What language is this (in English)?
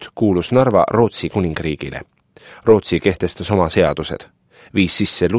Estonian